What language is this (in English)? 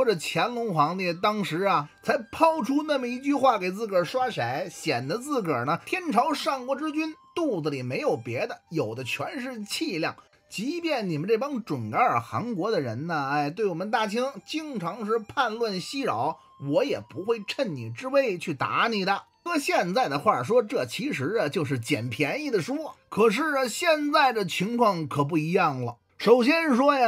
Chinese